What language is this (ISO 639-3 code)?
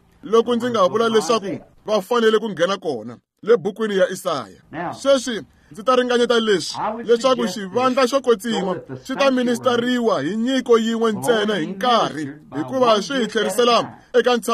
tso